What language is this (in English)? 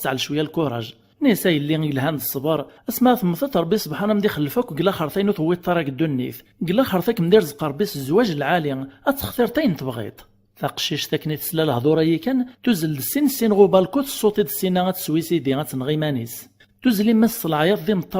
Kabyle